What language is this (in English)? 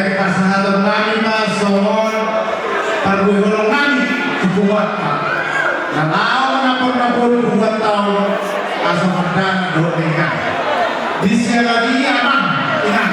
Batak Toba